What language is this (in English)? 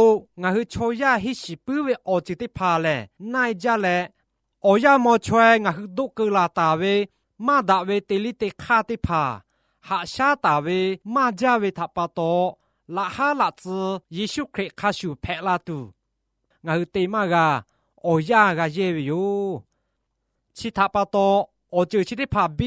Lahu